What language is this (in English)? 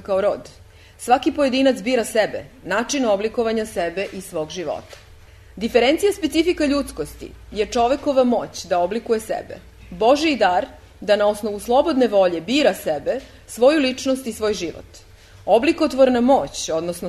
Serbian